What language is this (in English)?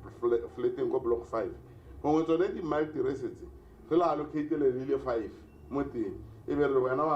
Tswana